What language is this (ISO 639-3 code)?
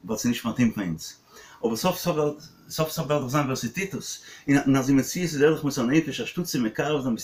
yid